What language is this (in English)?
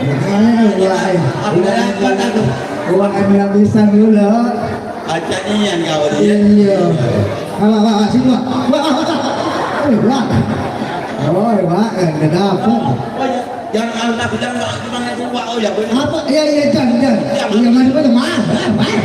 Musi